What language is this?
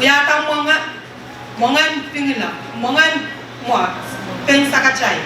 Pohnpeian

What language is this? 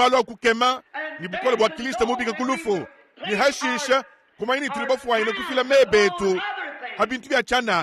Luba-Lulua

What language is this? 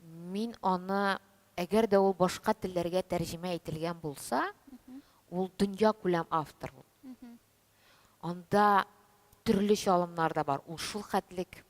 Tatar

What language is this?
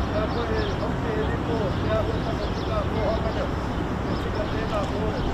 Māori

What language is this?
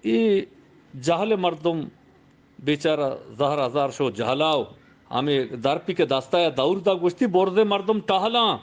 Eastern Balochi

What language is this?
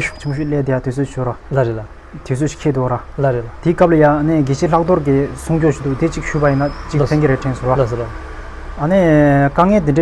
Tibetan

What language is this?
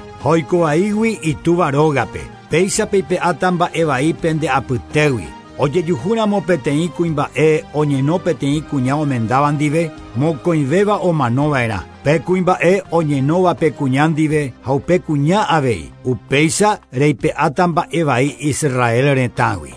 Guarani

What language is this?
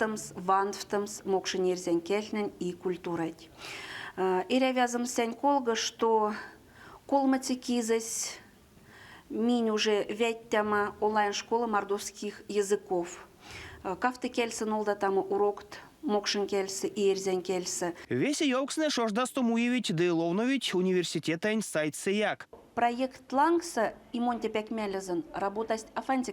Erzya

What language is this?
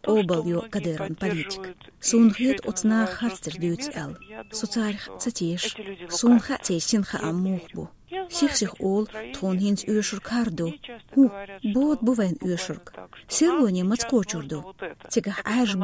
Chechen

